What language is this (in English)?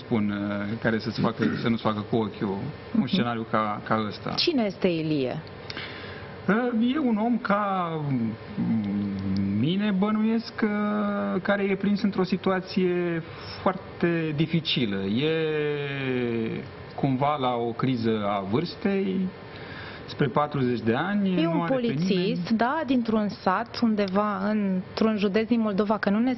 Romanian